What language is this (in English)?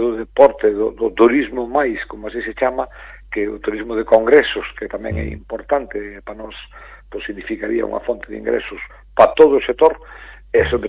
Galician